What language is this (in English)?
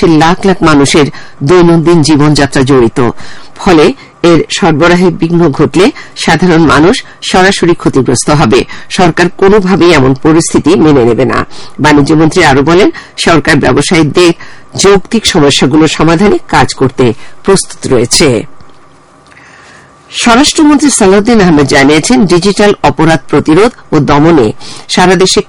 Bangla